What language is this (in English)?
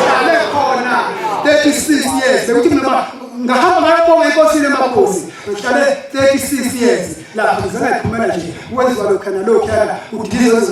Zulu